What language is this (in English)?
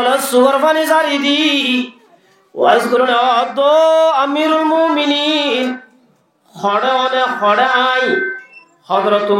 Rohingya